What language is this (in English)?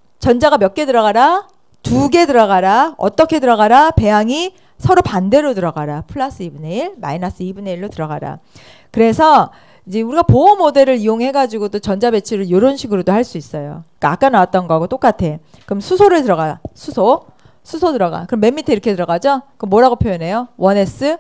Korean